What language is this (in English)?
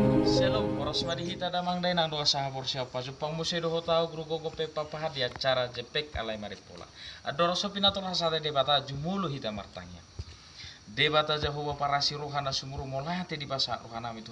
Batak Toba